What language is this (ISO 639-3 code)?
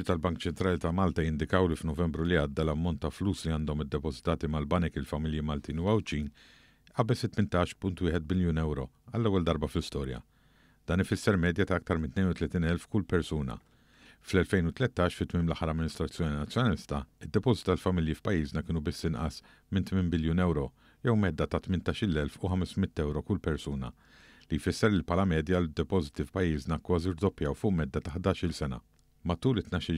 mlt